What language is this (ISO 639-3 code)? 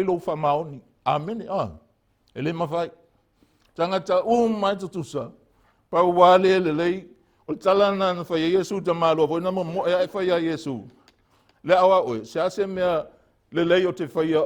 smo